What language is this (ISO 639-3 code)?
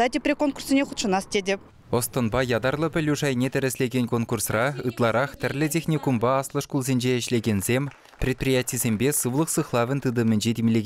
chv